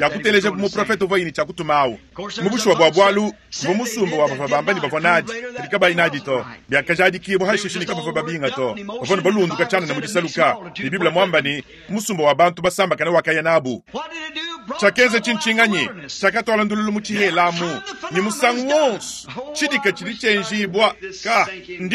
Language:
Luba-Lulua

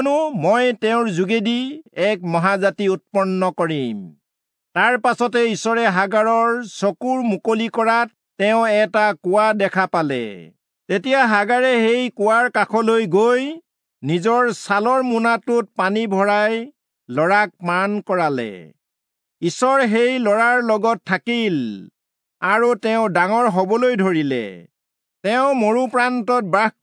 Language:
Assamese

